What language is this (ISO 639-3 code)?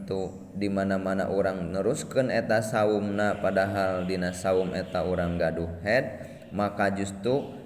sun